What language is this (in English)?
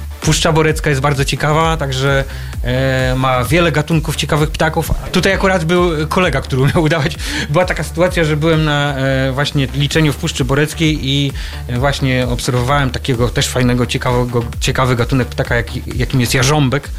Polish